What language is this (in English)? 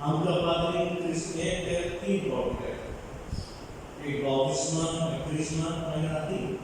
Konkani